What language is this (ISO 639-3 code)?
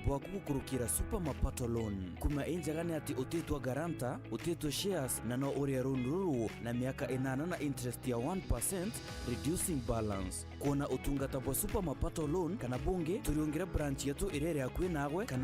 mer